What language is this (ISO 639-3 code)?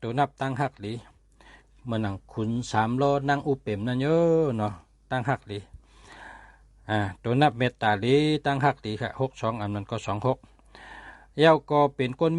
shn